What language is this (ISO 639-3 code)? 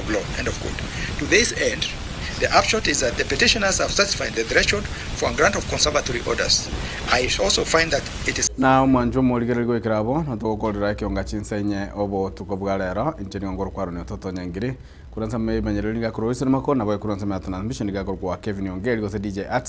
guz